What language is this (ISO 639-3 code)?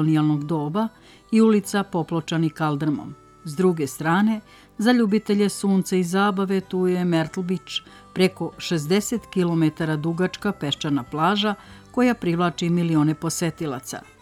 srp